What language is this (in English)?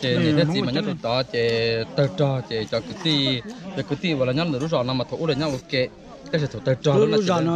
Hmong